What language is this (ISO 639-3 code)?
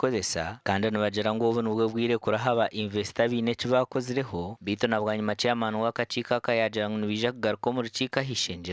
nyn